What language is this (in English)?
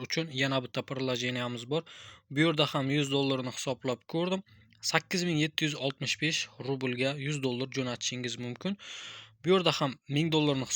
Uzbek